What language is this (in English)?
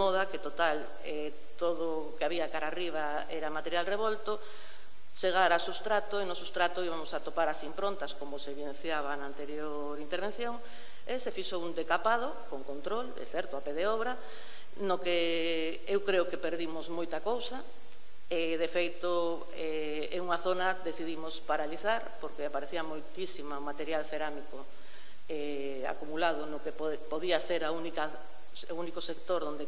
Galician